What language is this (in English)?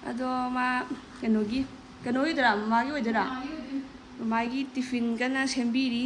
Manipuri